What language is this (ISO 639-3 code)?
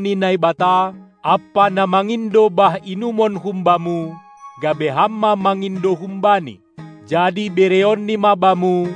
bts